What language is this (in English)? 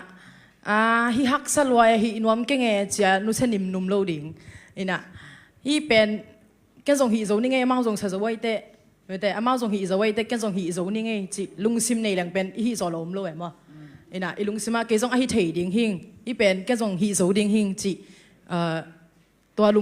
Tedim Chin